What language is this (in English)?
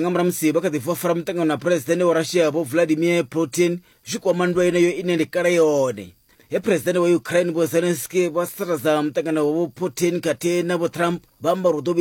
Venda